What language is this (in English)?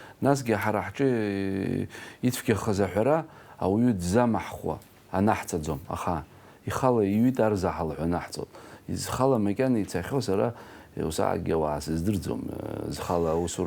Abkhazian